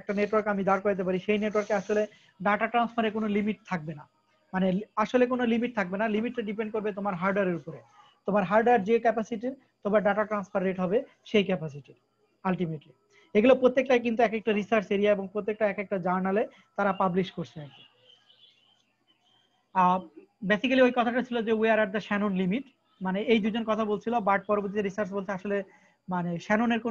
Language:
Bangla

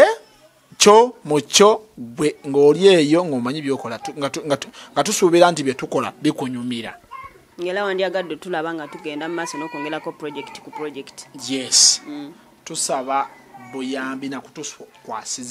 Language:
Ganda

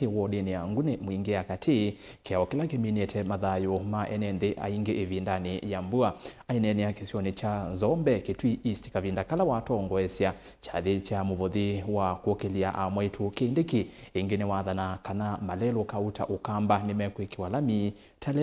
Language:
Kamba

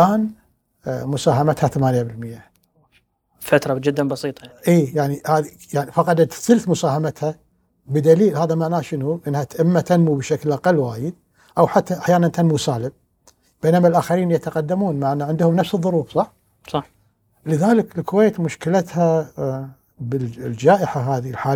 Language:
Gulf Arabic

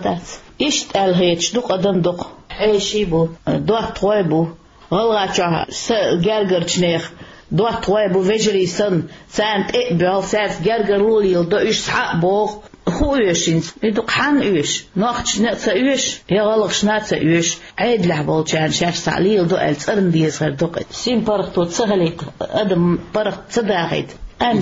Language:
Chechen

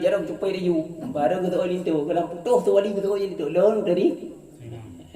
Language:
Achinese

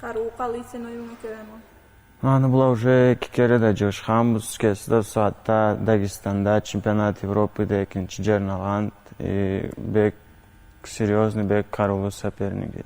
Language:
Karachay-Balkar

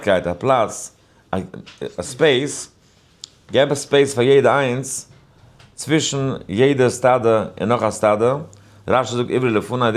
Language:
Yiddish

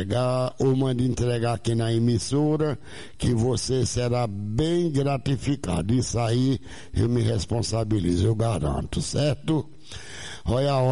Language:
Portuguese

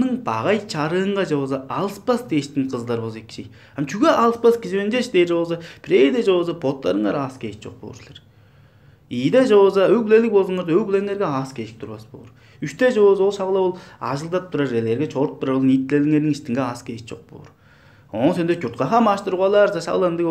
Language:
Tuvinian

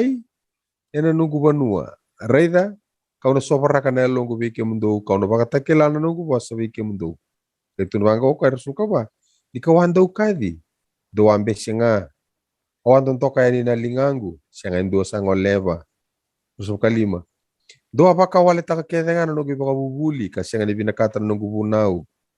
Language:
Fijian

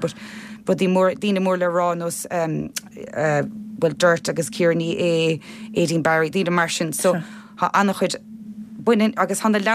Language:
Irish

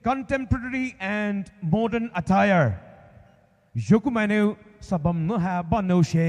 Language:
Poumei Naga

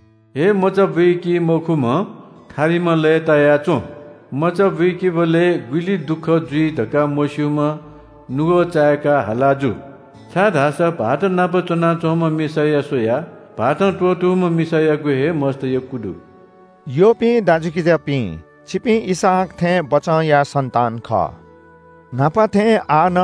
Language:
Newari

